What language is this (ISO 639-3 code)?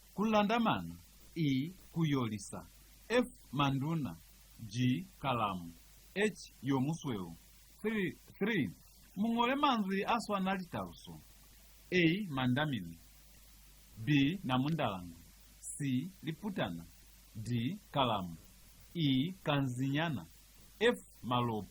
loz